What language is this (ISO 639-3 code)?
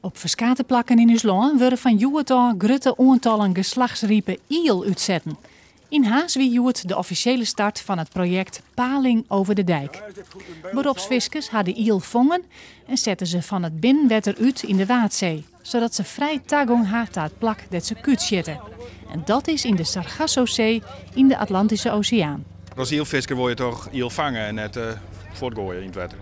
fry